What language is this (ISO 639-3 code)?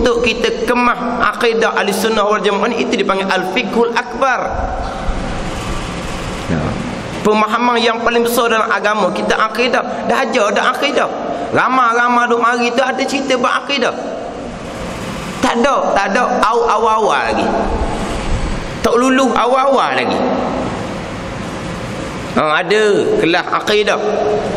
msa